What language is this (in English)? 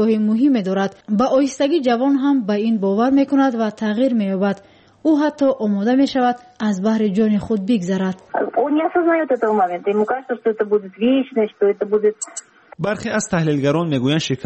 Persian